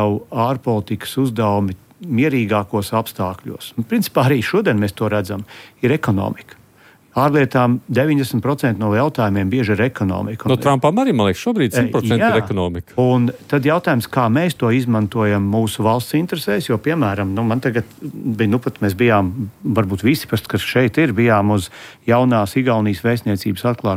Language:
Latvian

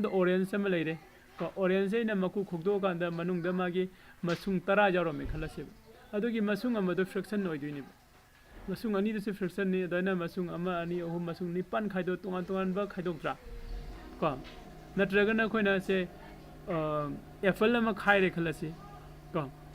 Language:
Manipuri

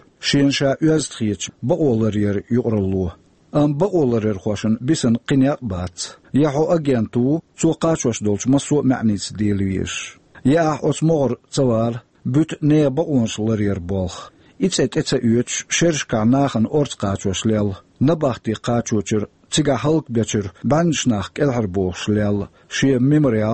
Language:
Chechen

